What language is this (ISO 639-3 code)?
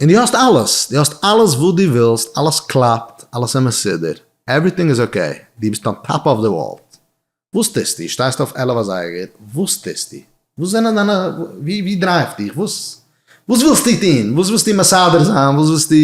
yid